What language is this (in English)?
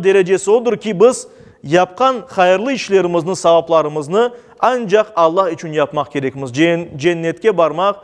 Crimean Tatar